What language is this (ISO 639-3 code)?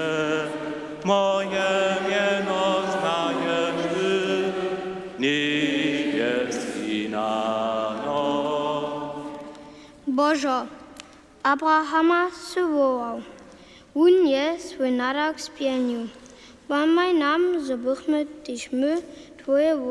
hsb